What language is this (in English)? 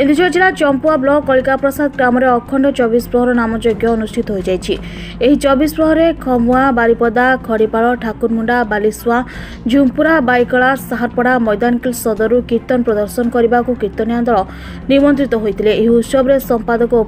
Odia